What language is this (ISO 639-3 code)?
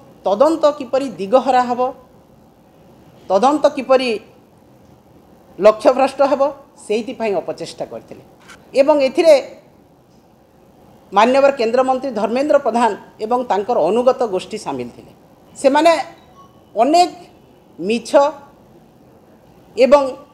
ori